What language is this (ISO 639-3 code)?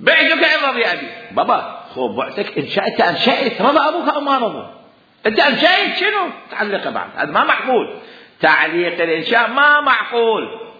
acm